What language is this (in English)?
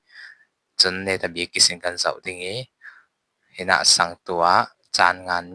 Falam Chin